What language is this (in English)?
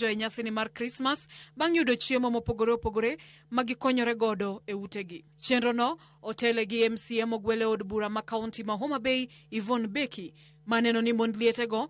Luo (Kenya and Tanzania)